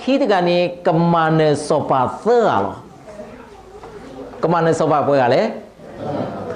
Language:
S'gaw Karen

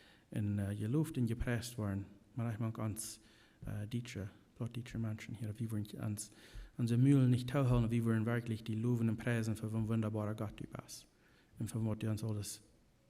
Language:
Plautdietsch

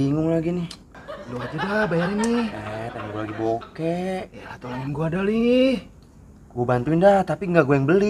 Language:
Betawi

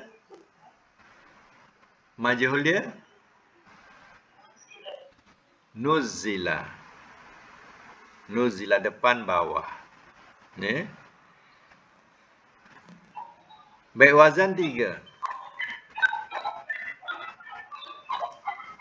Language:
Malay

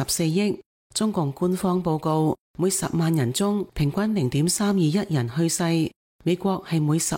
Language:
Cantonese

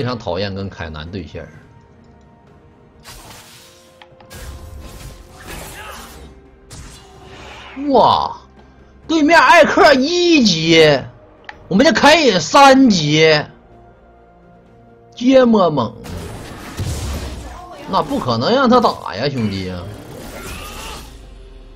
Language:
Chinese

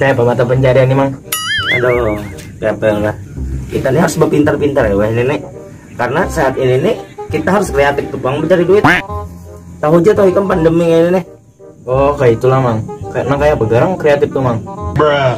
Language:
Banjar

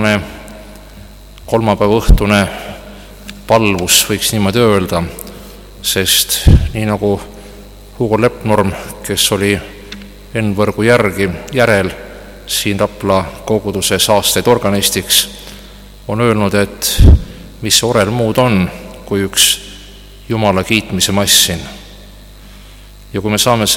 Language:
Estonian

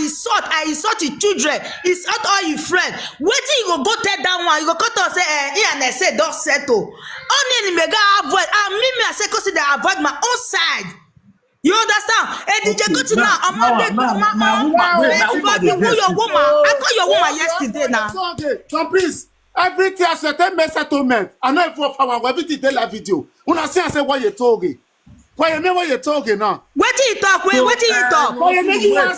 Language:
Nigerian Pidgin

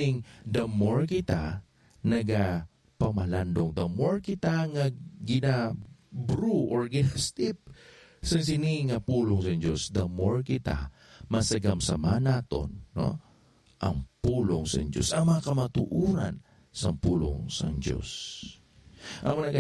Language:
Hiligaynon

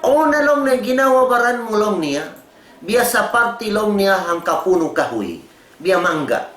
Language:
Tausug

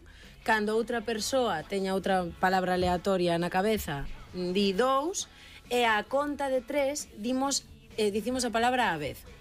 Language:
Galician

